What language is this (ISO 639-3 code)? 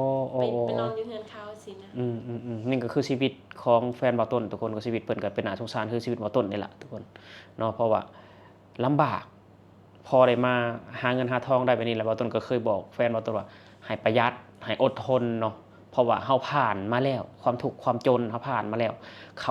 lao